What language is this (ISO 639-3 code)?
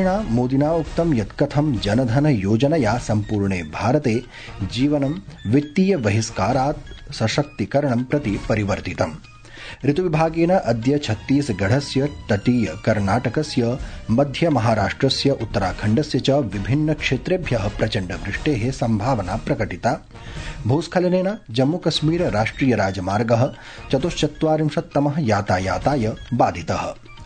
san